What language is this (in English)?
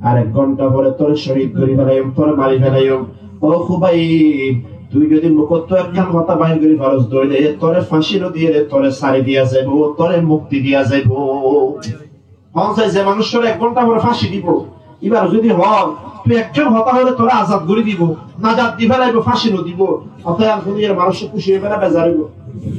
Rohingya